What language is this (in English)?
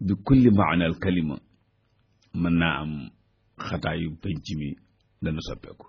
Wolof